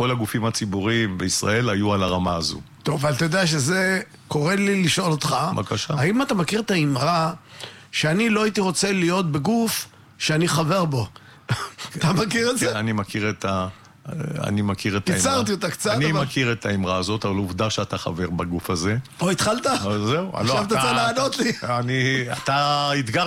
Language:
Hebrew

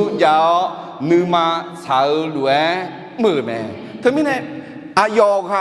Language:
Akha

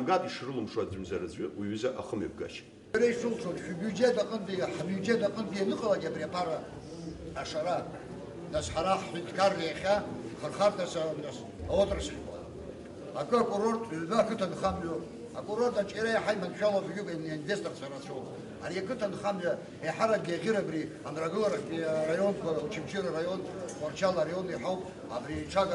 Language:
Abkhazian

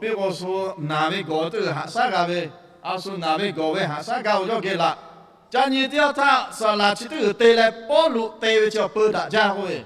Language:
Lahu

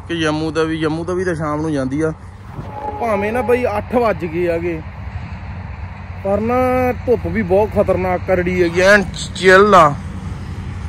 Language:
Punjabi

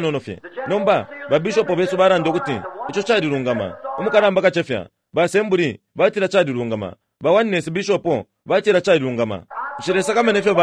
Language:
Bemba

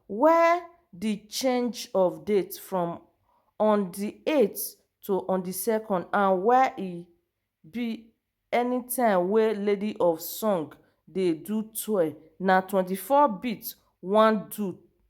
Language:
Nigerian Pidgin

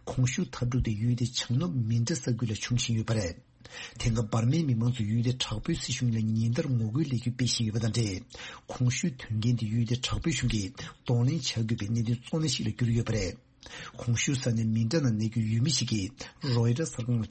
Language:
Tibetan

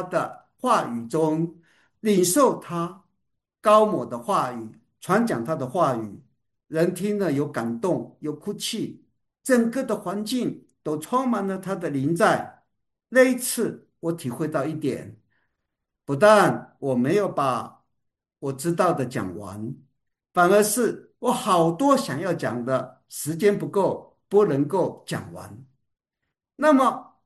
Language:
Chinese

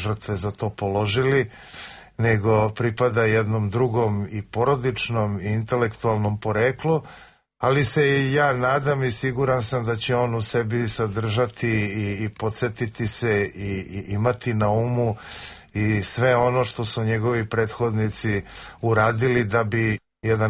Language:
Serbian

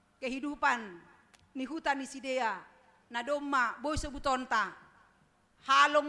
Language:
Batak Simalungun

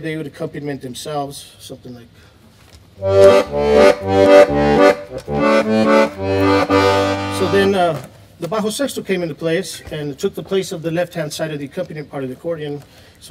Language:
English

